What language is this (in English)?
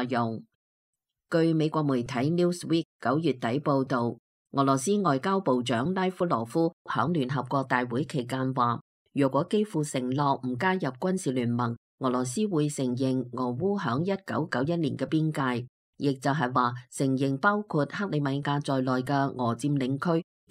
Cantonese